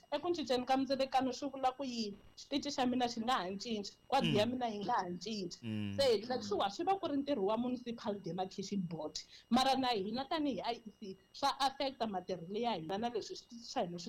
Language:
Tsonga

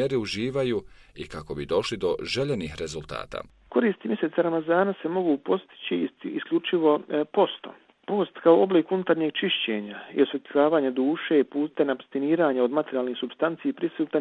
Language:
Bosnian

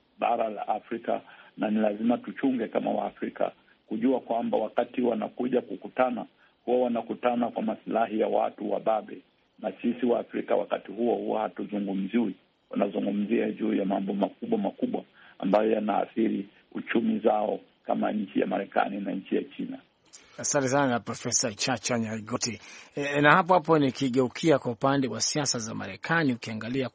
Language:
Swahili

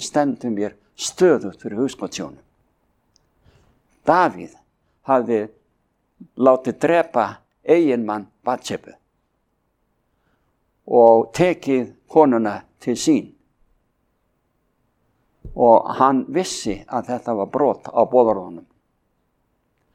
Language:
Icelandic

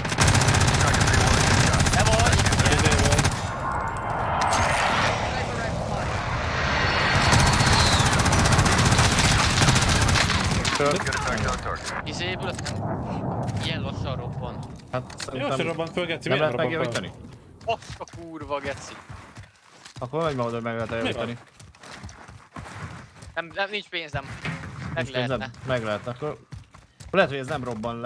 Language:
Hungarian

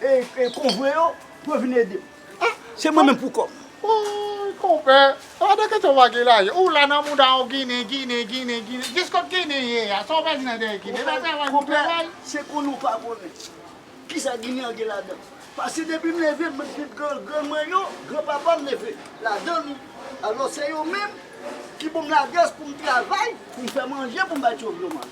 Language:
Haitian Creole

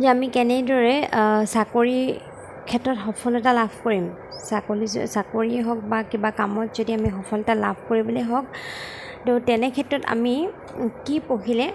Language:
Assamese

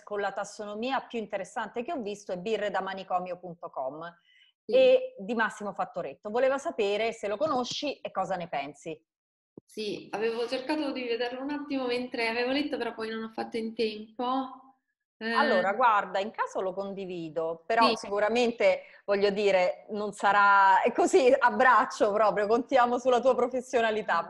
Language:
Italian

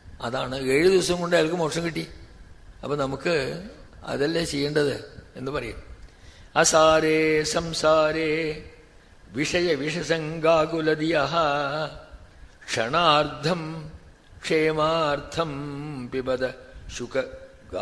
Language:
Malayalam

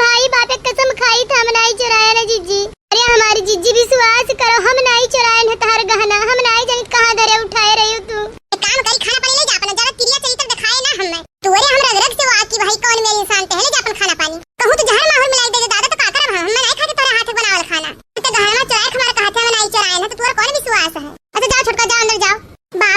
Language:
Awadhi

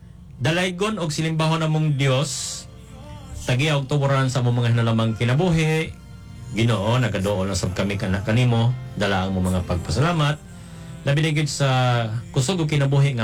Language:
Cebuano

